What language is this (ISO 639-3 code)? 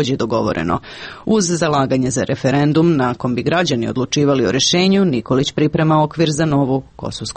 srp